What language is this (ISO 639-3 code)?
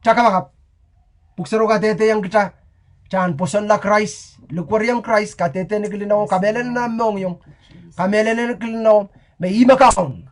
pon